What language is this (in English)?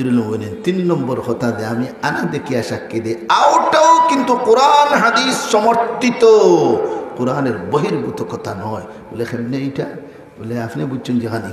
Sylheti